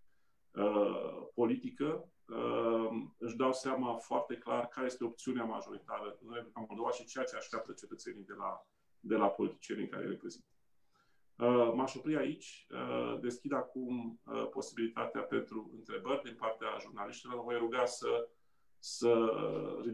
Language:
Romanian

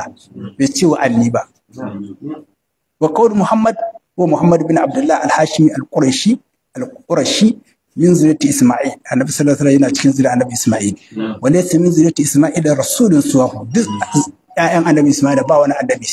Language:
Hausa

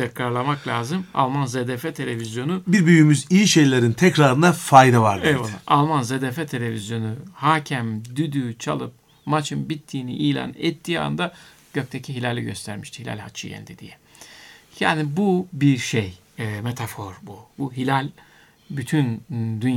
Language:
Turkish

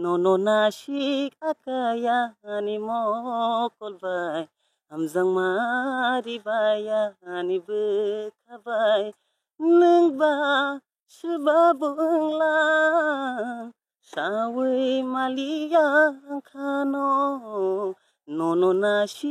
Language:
Kok Borok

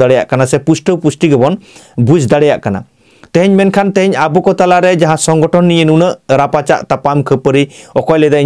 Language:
Santali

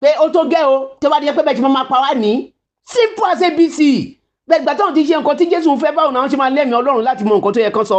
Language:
Yoruba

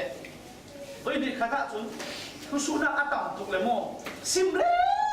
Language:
Falam Chin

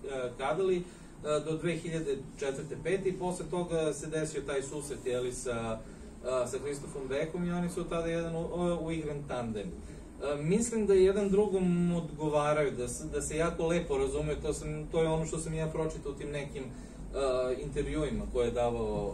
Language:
Serbian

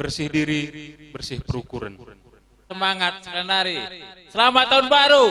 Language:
Batak Karo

